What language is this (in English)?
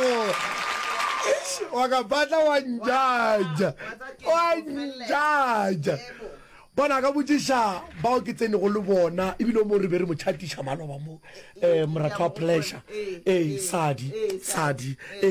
Northern Sotho